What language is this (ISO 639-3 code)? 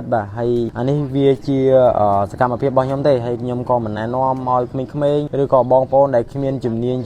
khm